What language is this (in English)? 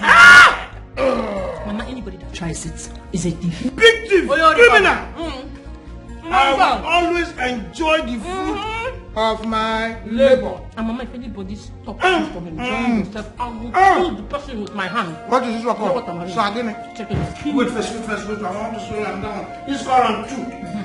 Nigerian Pidgin